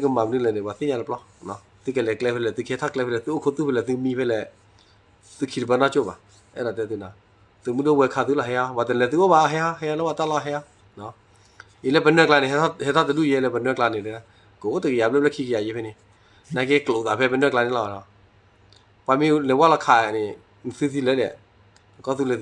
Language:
S'gaw Karen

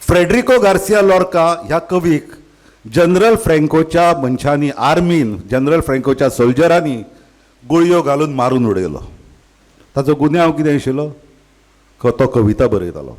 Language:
Konkani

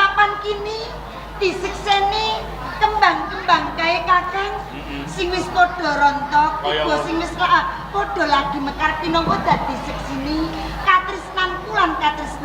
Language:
Javanese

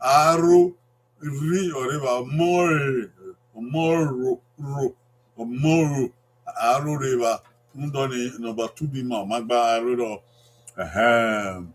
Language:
Bini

